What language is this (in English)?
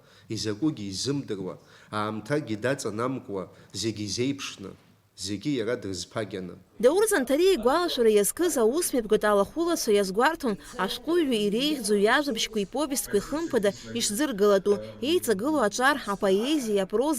Abkhazian